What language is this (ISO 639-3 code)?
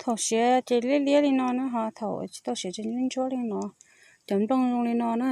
hmn